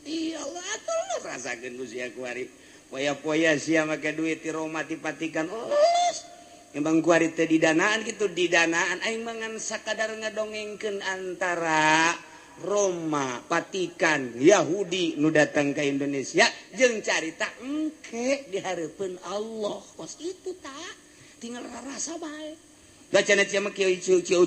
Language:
Sundanese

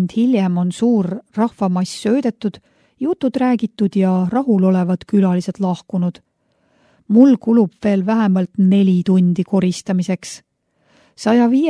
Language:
Estonian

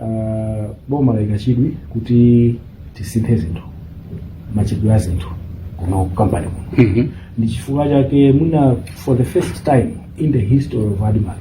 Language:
Nyanja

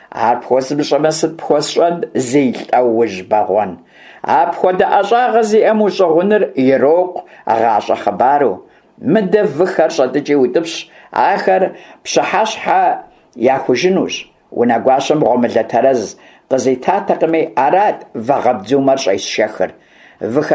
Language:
Kabardian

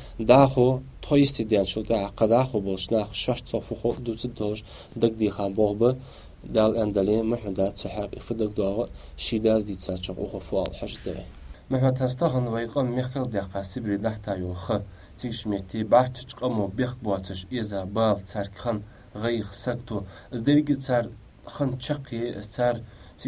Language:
Ingush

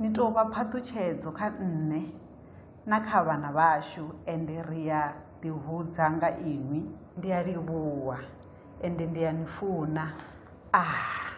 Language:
Venda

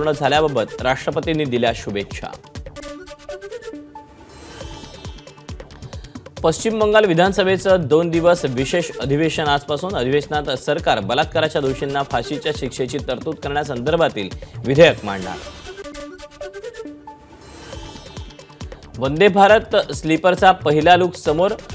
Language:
Marathi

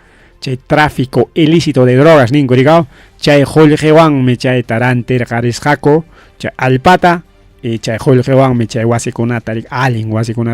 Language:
Ayacucho Quechua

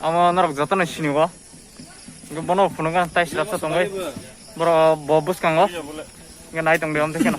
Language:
Kok Borok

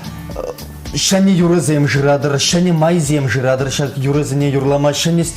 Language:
Chuvash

